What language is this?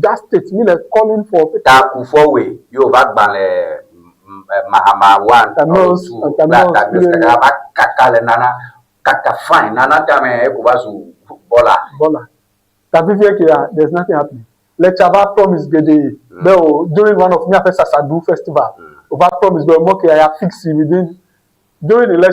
Ewe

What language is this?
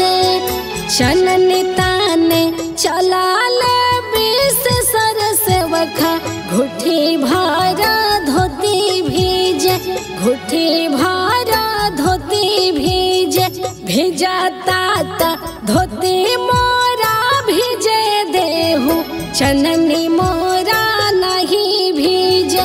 Bhojpuri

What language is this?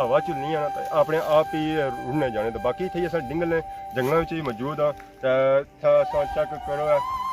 Pahari-Potwari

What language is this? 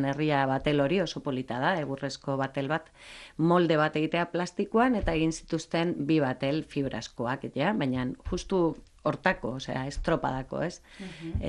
Basque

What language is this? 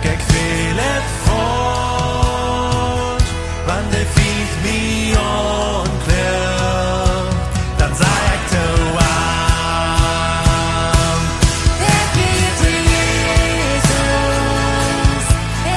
Plautdietsch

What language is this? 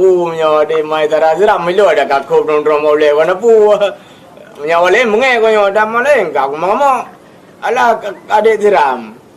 Achinese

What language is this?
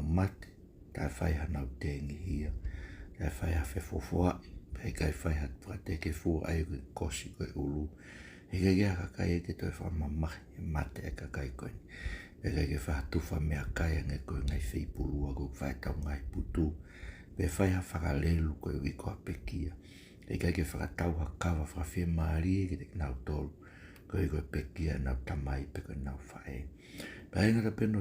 Tongan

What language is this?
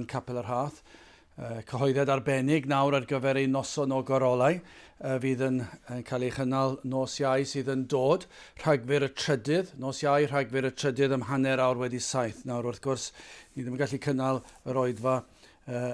Welsh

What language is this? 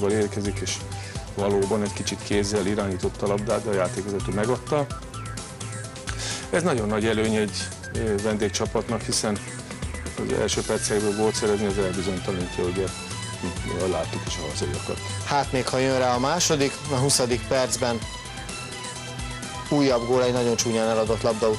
Hungarian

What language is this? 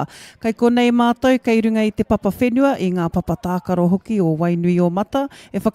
Māori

